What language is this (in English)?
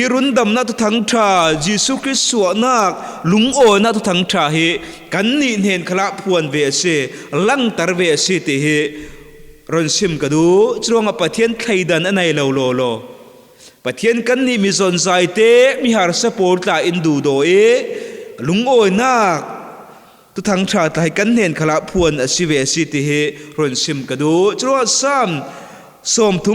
Falam Chin